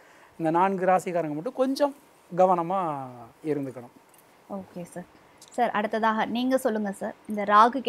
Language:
Tamil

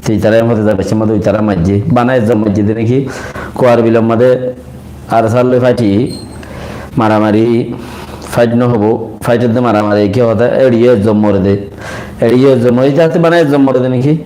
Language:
Rohingya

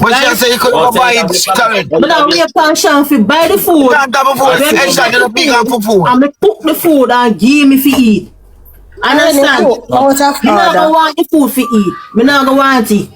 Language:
Jamaican Creole English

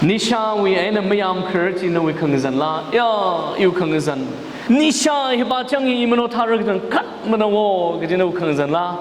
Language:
Tangkhul Naga (India)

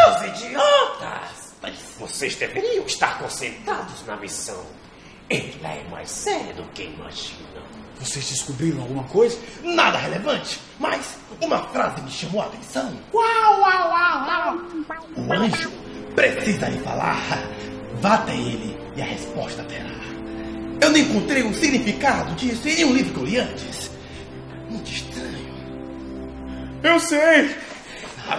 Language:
Portuguese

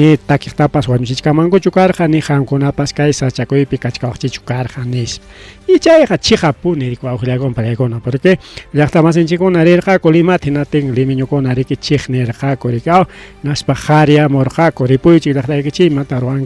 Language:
Ayacucho Quechua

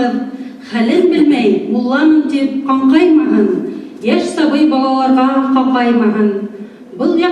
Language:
Bashkir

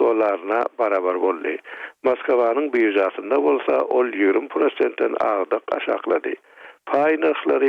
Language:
Turkmen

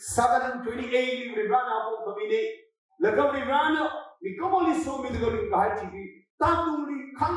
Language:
Tangkhul Naga (India)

